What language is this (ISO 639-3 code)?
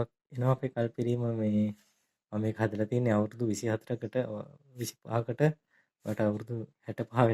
sin